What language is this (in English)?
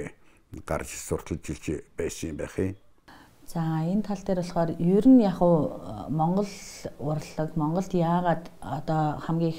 Mongolian